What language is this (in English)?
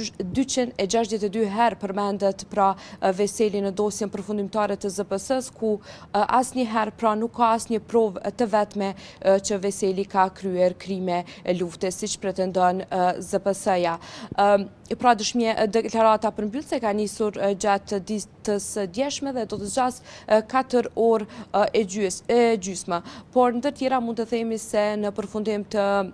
Albanian